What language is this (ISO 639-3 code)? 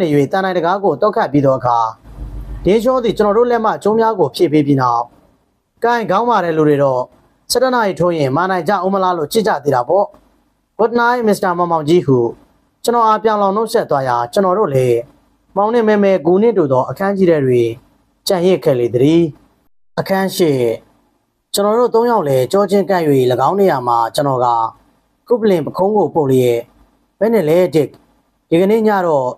mya